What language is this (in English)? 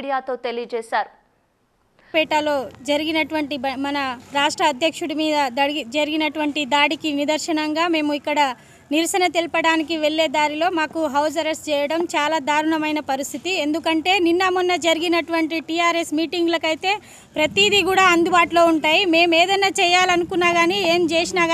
Telugu